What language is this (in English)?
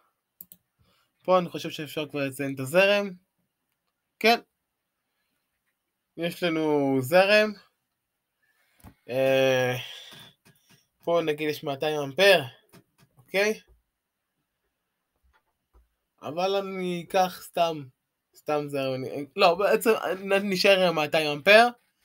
Hebrew